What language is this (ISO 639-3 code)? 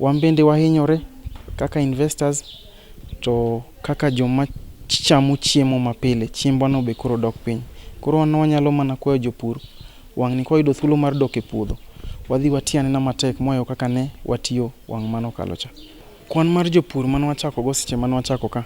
luo